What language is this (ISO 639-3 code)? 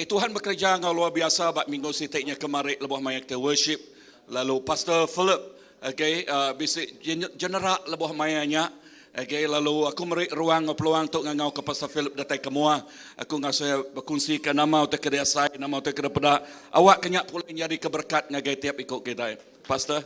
iba